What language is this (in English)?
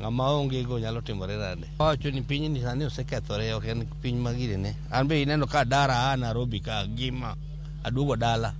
Luo (Kenya and Tanzania)